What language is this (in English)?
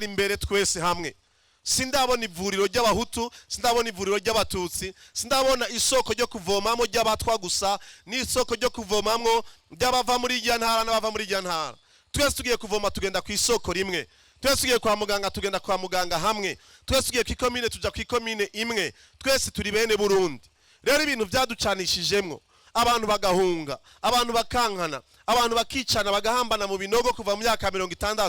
Rundi